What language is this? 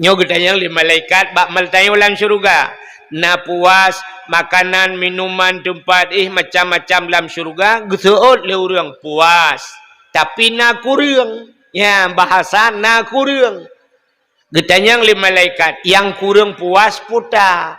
Achinese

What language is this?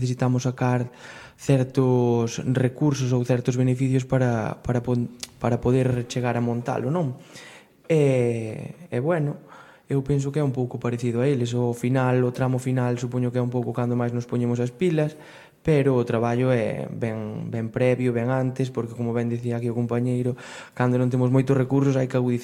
Galician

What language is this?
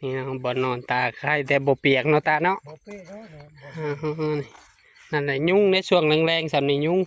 Northeastern Thai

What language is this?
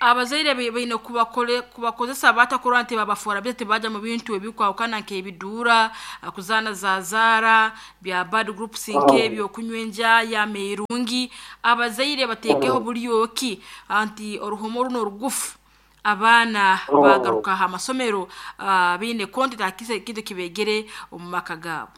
Nyoro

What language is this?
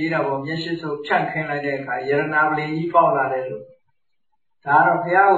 Burmese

